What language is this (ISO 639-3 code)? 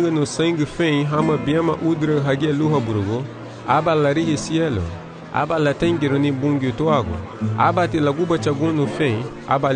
cab